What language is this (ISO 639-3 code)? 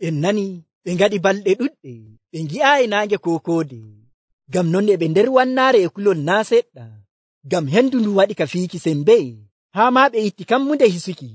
fuv